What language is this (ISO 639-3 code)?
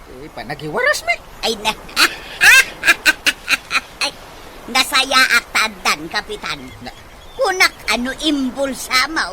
ilo